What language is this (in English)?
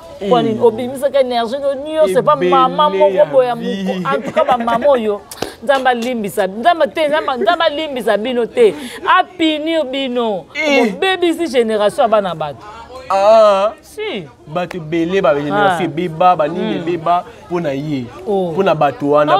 Lingala